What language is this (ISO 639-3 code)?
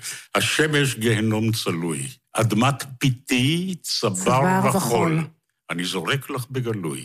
heb